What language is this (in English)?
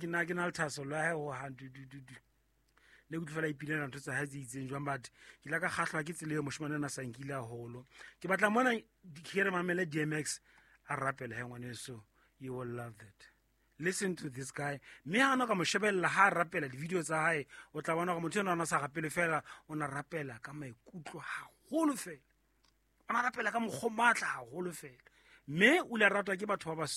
Southern Sotho